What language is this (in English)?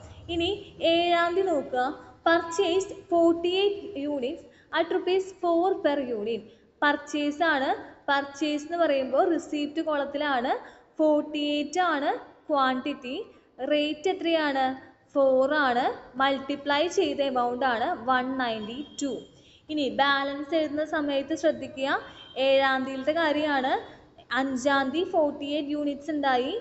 Malayalam